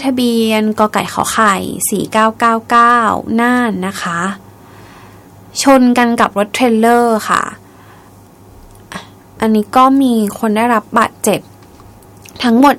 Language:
Thai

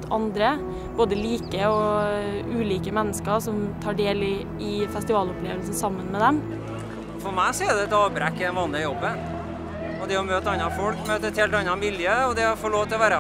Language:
Norwegian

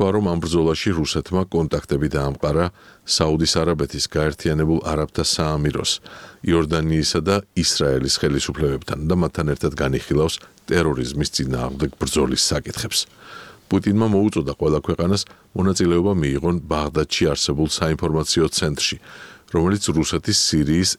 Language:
Georgian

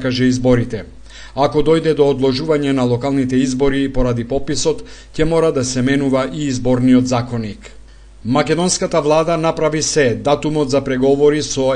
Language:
Macedonian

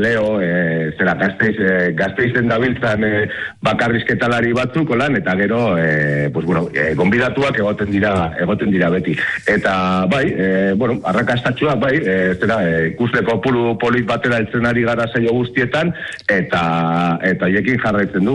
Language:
Basque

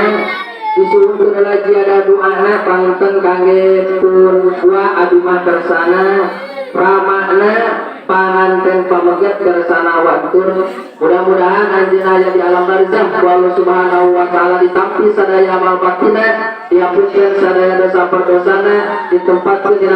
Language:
Sundanese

